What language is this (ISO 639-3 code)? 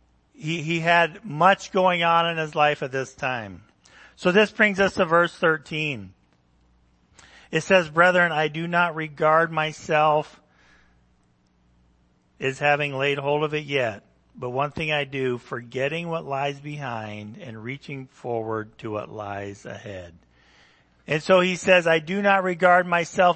eng